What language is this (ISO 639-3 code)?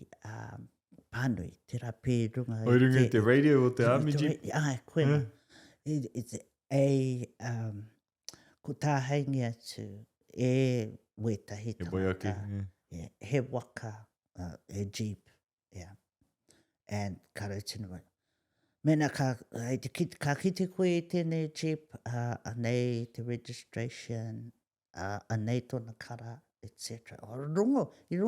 mri